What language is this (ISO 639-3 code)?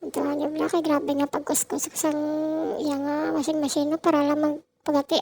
hil